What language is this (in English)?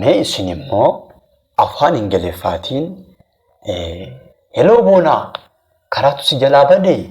Oromo